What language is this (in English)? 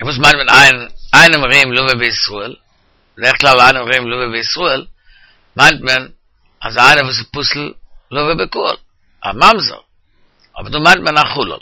Yiddish